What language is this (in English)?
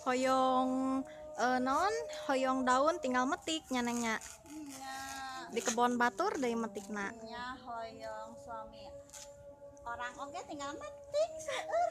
Sundanese